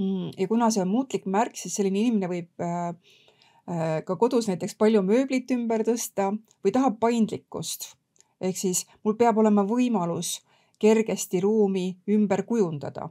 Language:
Estonian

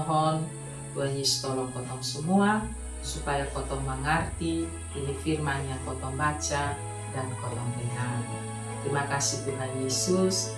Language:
Kupang Malay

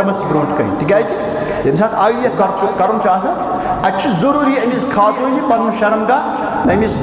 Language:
Kashmiri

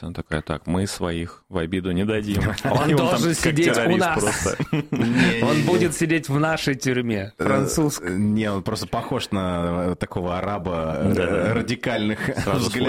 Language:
Russian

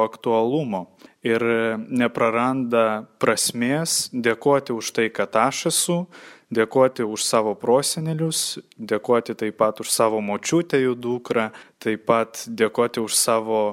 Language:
Lithuanian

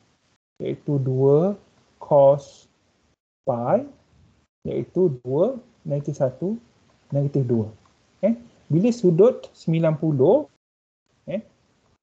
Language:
Malay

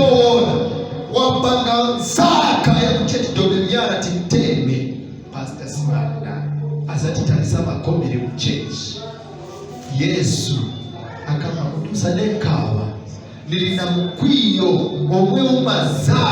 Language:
Nyanja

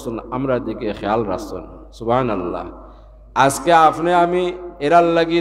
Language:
Sylheti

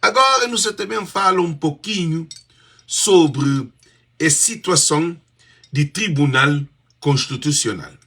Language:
Kabuverdianu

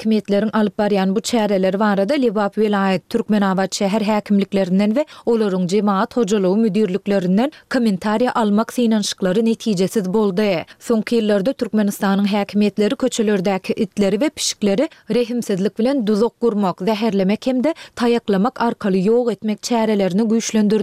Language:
Turkmen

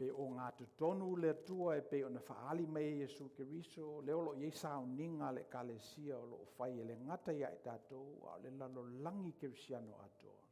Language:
Samoan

